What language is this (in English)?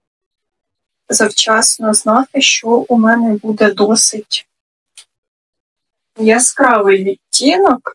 Ukrainian